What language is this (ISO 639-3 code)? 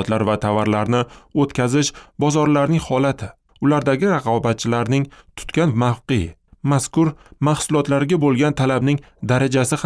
uzb